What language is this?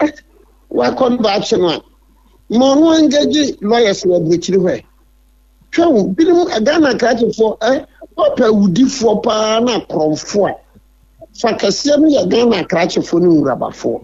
Akan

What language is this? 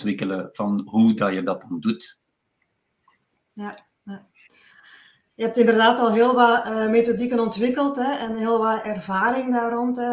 Dutch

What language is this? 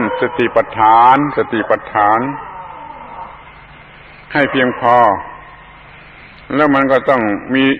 Thai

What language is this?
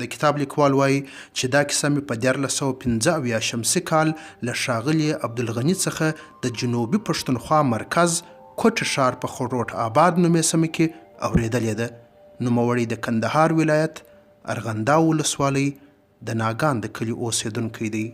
Pashto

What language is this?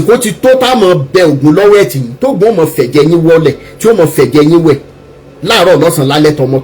Yoruba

